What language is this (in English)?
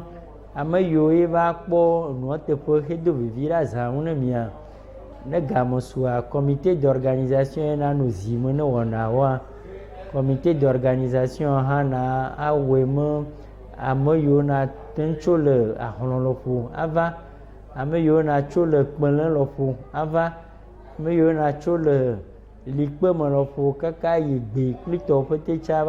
Ewe